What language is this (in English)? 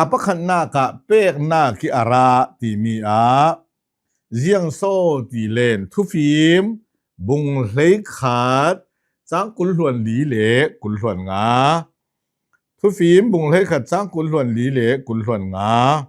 Hakha Chin